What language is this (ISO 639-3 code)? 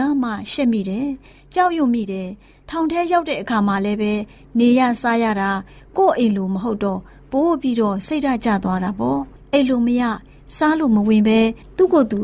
mya